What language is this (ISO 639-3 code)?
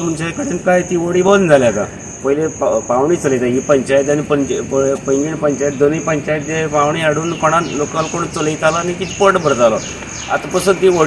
kok